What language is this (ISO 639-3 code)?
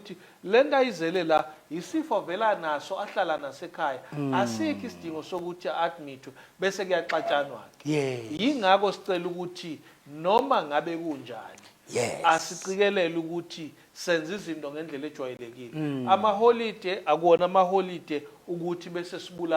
zul